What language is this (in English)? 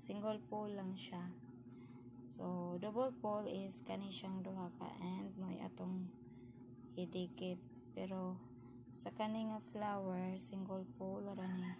Cebuano